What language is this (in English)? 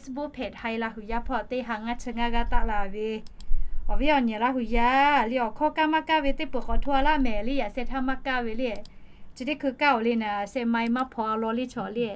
Lahu